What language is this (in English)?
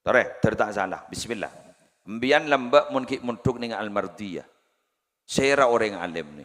Madurese